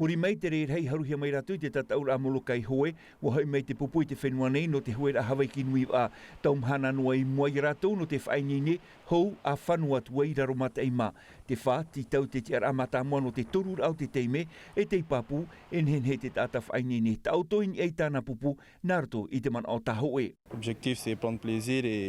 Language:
Tahitian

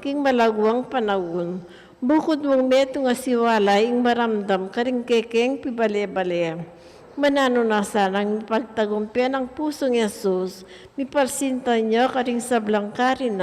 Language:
Pampanga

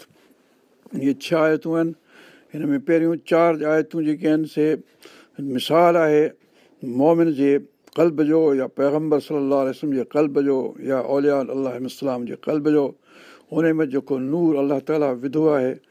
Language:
Sindhi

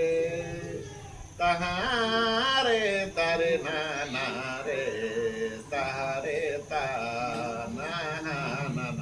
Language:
Santali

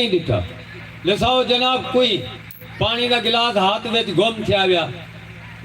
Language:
Saraiki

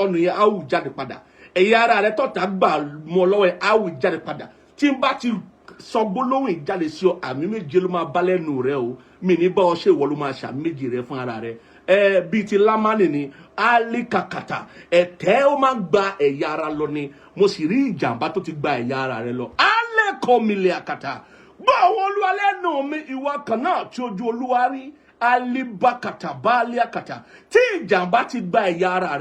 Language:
Yoruba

